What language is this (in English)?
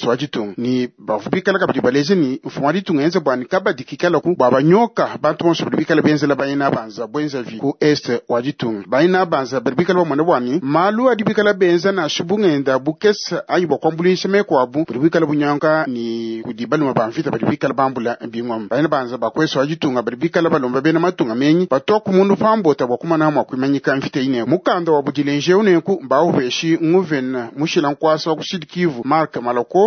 Luba-Lulua